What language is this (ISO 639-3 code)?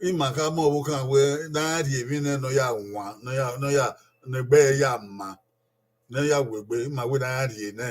bin